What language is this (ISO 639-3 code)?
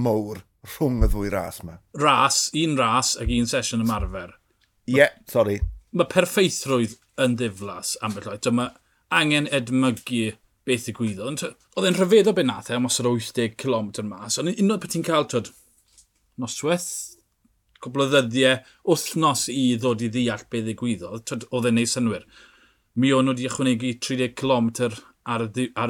cym